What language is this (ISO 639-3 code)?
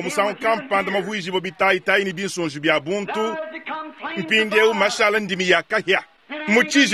lua